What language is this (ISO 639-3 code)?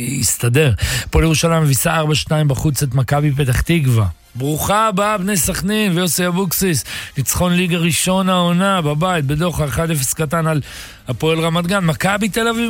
heb